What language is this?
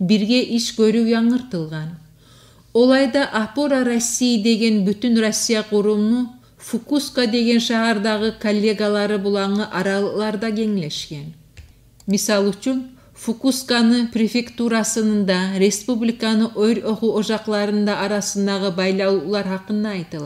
Kumyk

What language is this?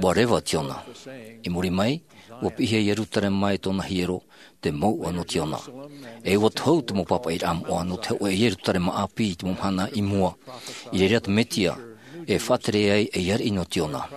Tahitian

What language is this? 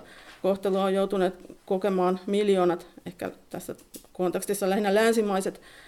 Finnish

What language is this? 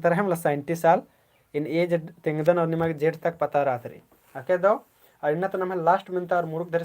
Kurukh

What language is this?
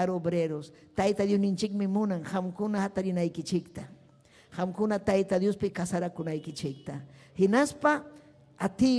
Ayacucho Quechua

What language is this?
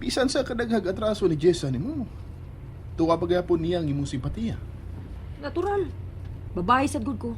Cebuano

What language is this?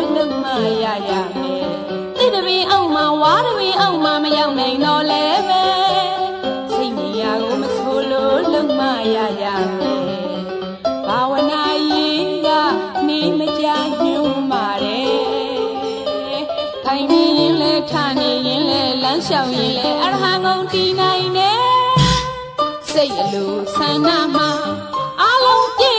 Burmese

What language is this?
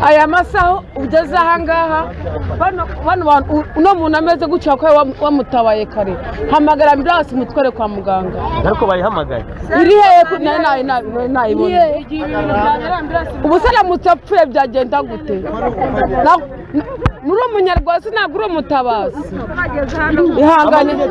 Kinyarwanda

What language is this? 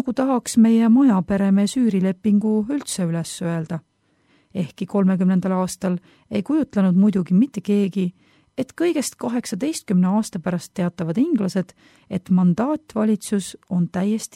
Estonian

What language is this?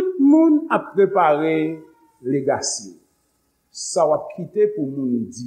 Haitian Creole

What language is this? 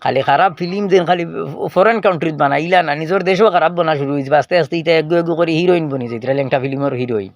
Sylheti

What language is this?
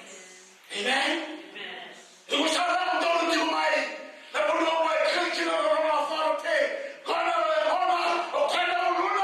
Fijian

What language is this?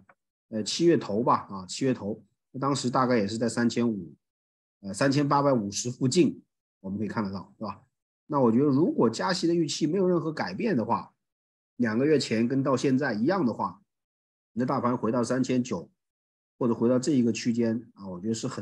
Chinese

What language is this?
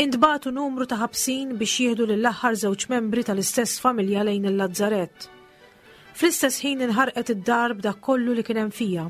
Maltese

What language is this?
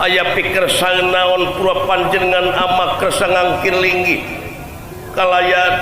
Sundanese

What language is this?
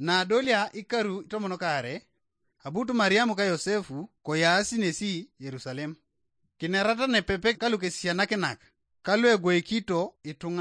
Teso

